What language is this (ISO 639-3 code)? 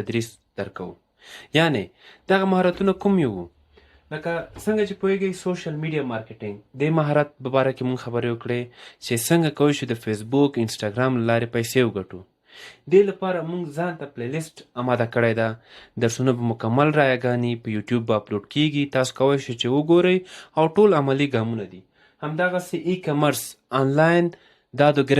pus